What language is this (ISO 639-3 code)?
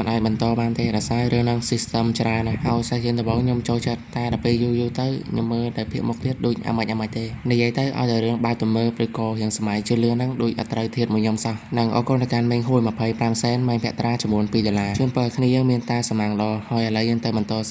khm